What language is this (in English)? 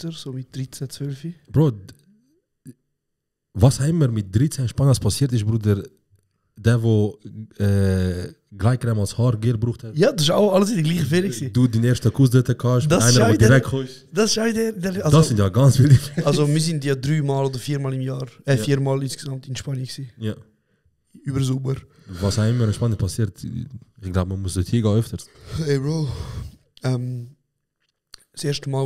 Swiss German